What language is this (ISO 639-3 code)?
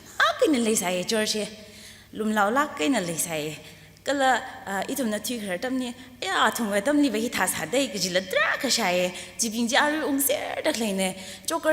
nmf